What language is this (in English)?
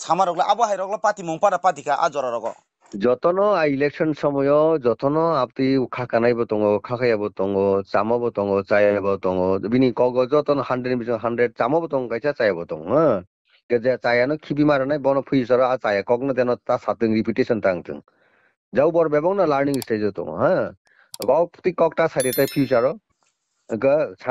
Kok Borok